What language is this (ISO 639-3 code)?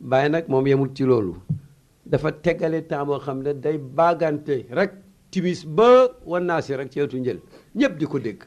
wol